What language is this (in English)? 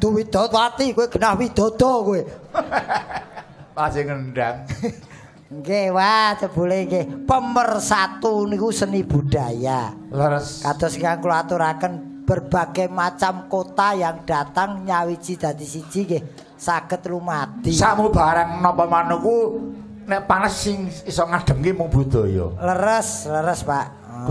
Javanese